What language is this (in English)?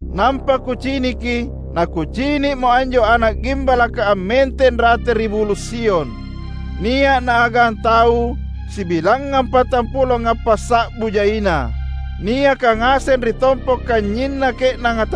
Makasar